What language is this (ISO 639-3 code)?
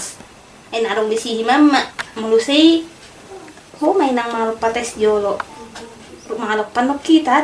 bbc